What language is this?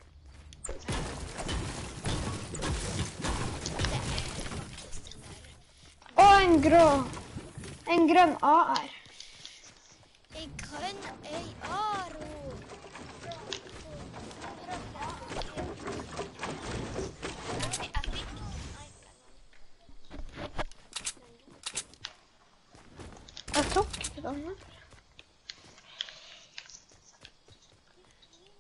Norwegian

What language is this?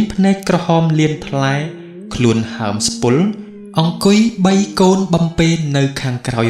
Khmer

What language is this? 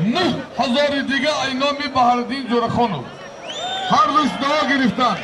Tajik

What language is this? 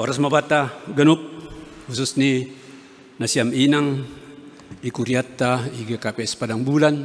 Batak Simalungun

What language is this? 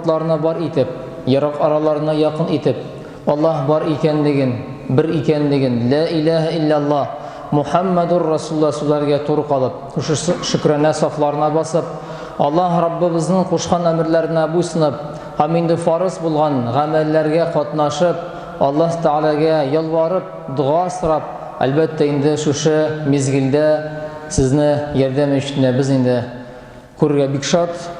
Tatar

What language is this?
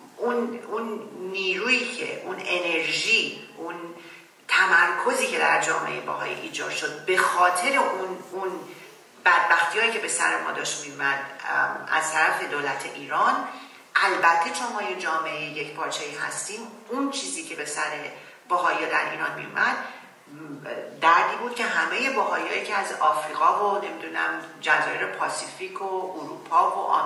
Persian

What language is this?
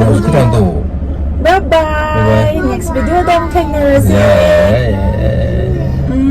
Manipuri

